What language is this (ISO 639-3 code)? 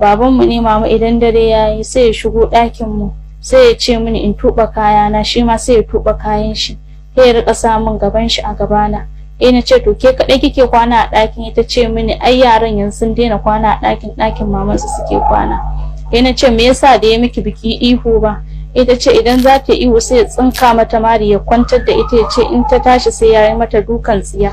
hau